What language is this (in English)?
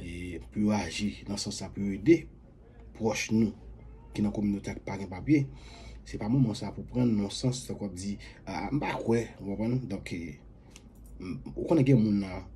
Haitian Creole